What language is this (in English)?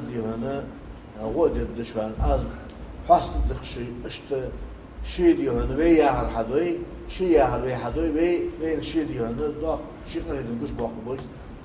Ingush